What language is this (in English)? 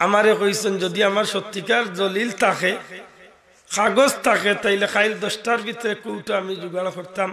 Sylheti